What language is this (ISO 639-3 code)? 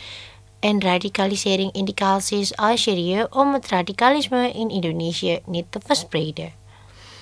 nld